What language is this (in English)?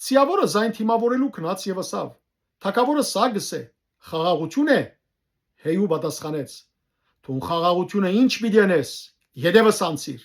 Western Armenian